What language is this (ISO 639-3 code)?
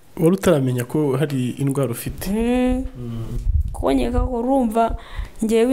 kin